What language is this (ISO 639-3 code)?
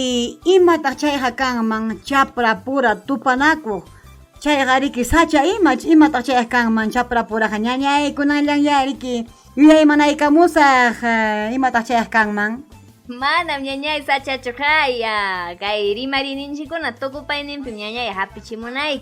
quy